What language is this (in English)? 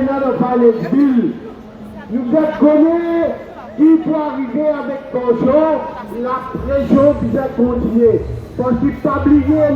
Morisyen